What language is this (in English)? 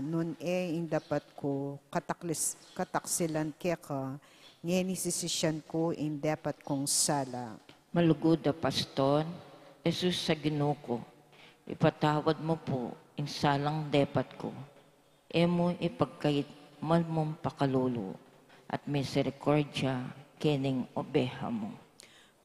Pampanga